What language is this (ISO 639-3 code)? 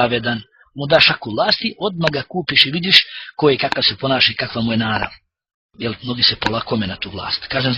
bos